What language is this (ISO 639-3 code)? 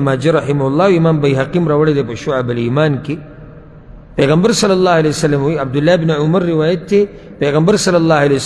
pus